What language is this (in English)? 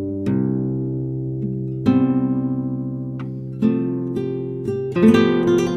Bosnian